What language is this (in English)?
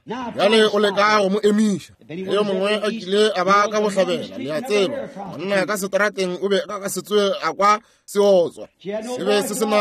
Northern Sotho